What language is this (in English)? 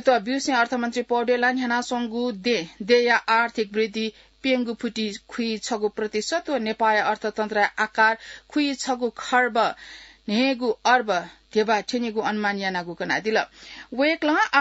Newari